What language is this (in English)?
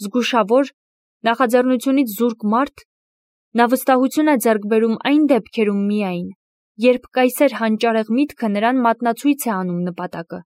Armenian